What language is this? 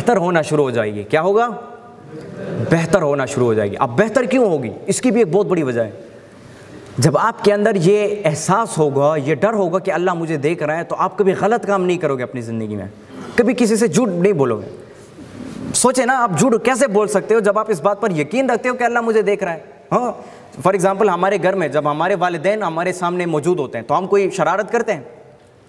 Urdu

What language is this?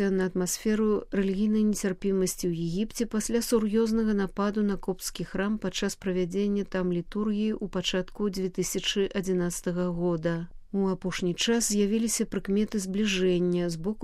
Belarusian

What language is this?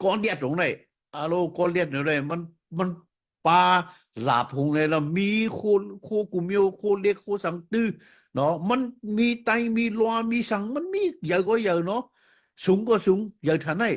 Shan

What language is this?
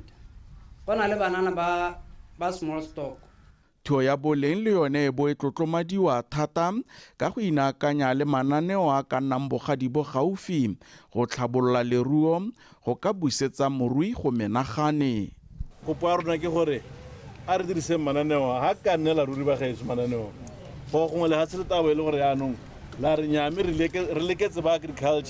Tswana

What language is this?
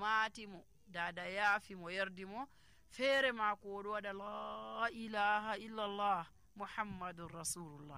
Nigerian Fulfulde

